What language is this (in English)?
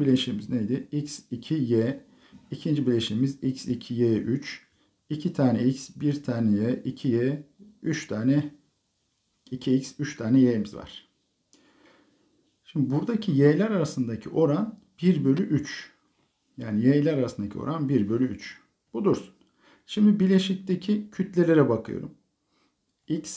Turkish